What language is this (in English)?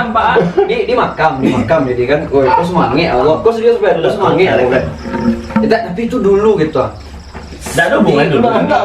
Minangkabau